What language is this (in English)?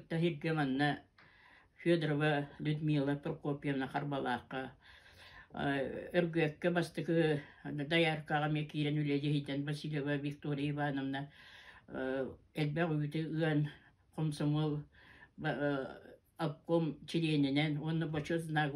Yakut